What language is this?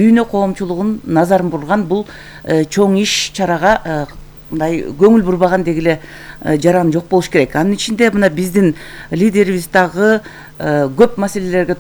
Kyrgyz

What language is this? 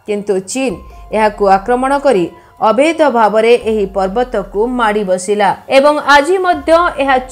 Odia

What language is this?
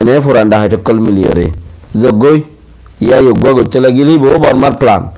Rohingya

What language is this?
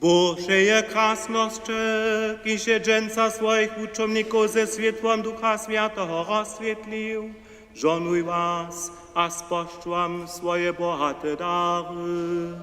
Upper Sorbian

